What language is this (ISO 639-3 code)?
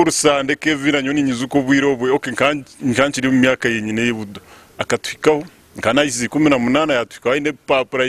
nyn